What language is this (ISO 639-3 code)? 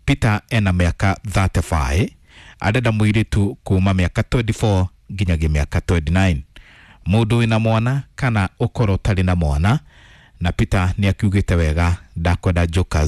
kik